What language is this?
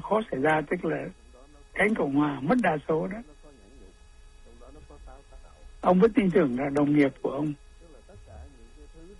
Vietnamese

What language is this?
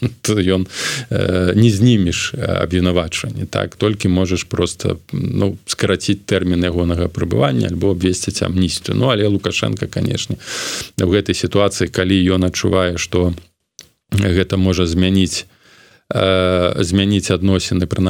Belarusian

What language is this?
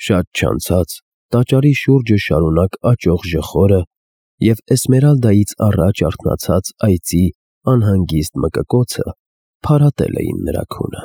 Armenian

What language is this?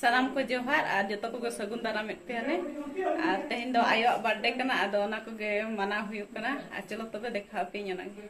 Santali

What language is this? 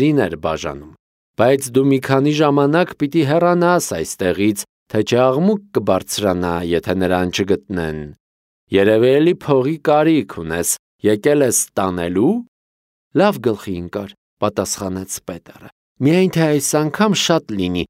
Armenian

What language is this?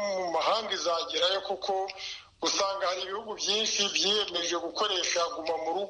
Kinyarwanda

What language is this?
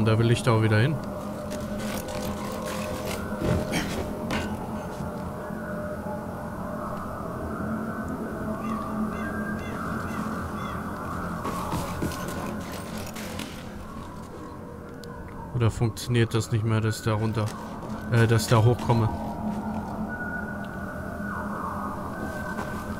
German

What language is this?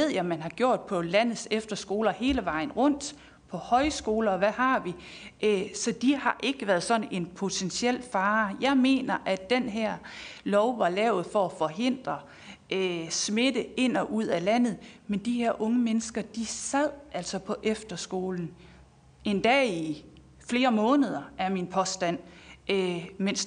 Danish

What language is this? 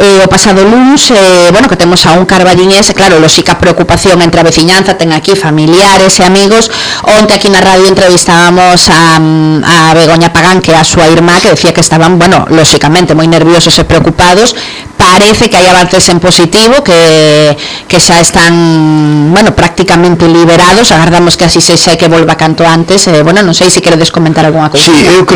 Galician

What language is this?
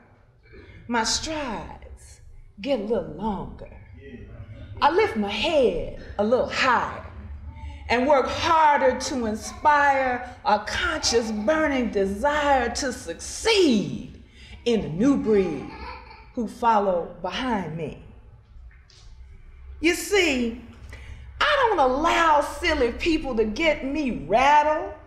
English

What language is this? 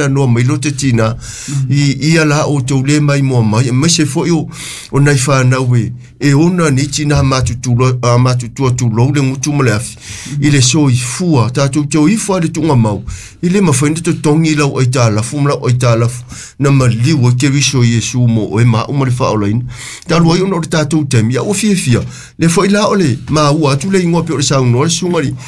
Samoan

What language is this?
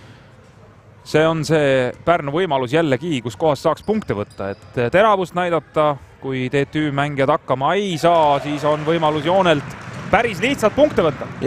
Estonian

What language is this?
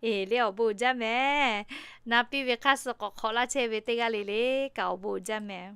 Lahu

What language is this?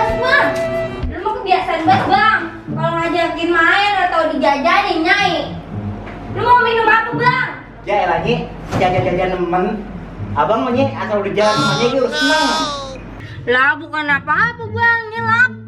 Betawi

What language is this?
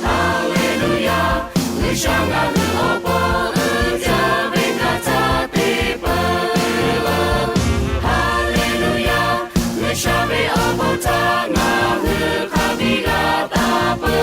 Lahu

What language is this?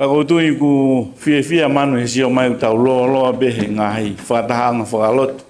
Tongan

